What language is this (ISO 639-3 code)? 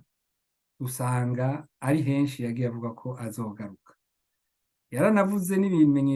run